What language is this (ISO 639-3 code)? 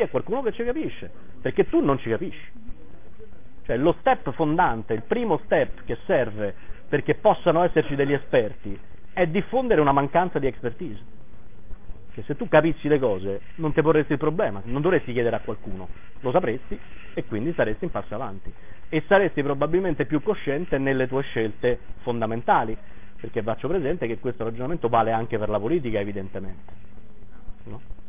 ita